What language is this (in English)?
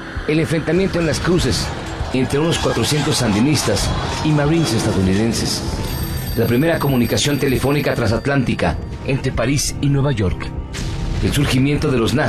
Spanish